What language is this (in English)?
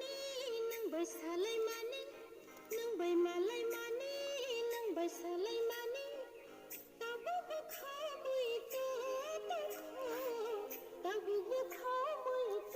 Kok Borok